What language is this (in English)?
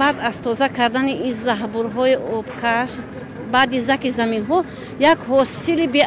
Tajik